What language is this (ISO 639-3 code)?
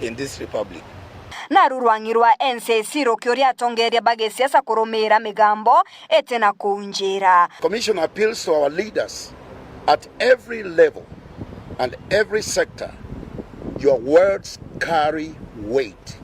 mer